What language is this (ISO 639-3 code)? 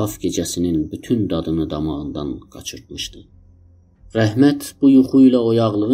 azb